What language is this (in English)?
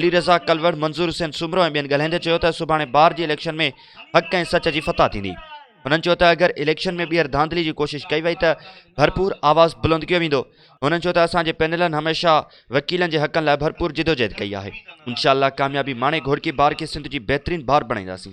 Sindhi